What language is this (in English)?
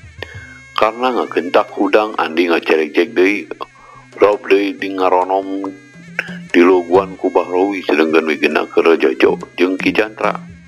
Sundanese